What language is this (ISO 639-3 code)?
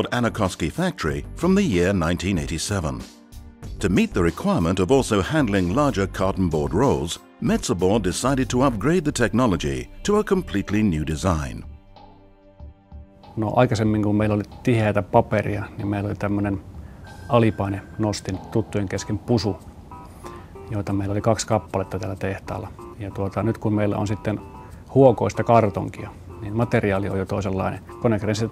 fin